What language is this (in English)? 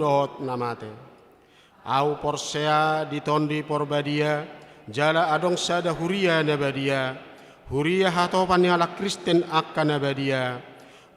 Batak Toba